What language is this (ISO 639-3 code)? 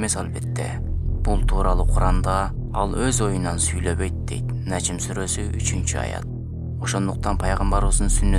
kir